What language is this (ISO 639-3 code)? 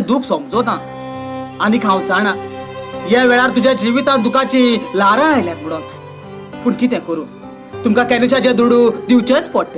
kok